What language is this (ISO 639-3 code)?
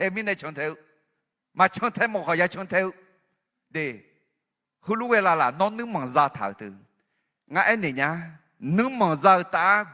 ahk